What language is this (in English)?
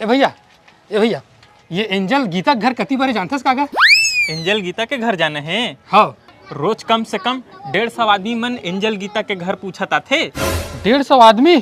Chhattisgarhi